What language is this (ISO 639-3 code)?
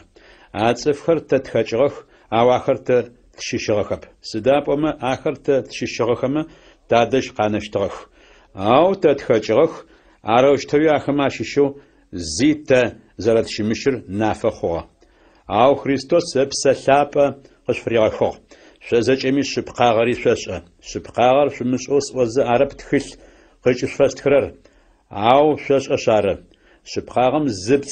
ady